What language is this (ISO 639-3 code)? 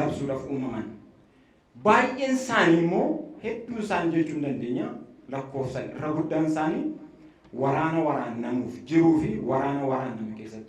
orm